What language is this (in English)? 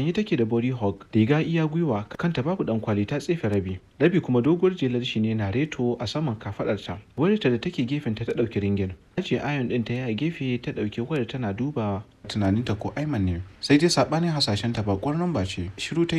Hausa